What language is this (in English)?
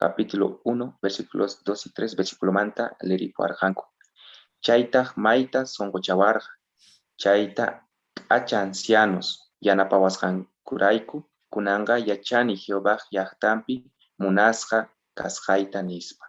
South Bolivian Quechua